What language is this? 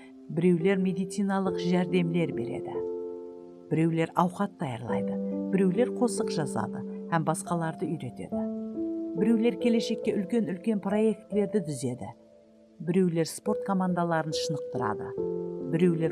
Kara-Kalpak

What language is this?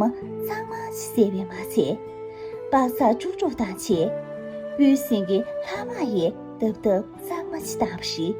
Tibetan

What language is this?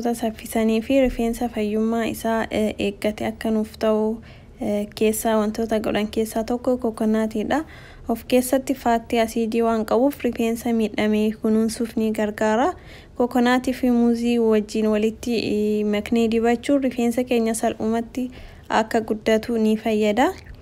Oromo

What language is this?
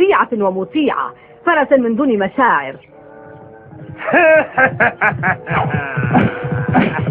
Arabic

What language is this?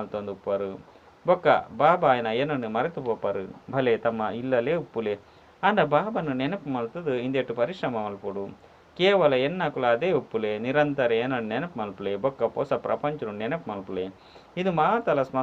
Tulu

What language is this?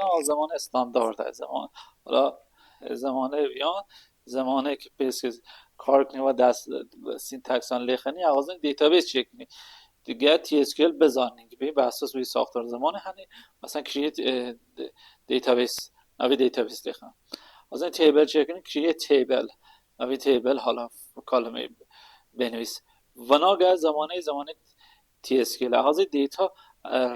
Kurdish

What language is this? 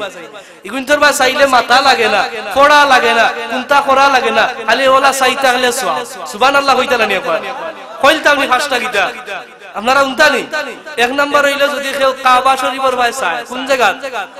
Sylheti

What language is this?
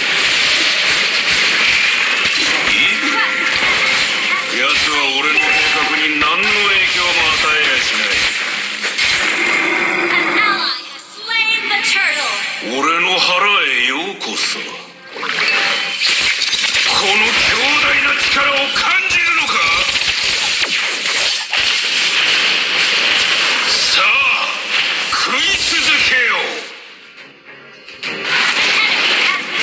Japanese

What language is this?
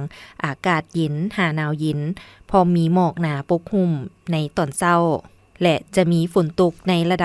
Lao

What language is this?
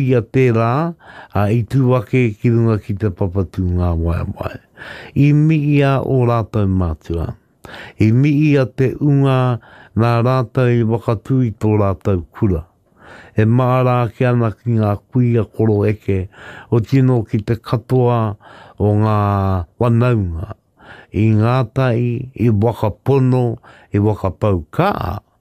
Māori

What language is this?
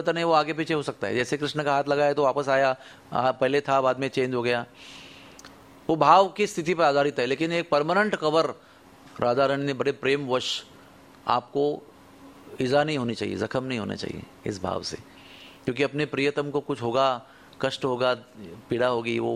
Hindi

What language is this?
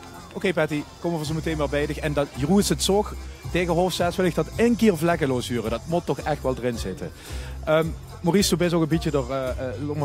Limburgish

